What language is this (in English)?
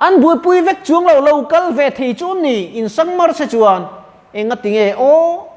Mizo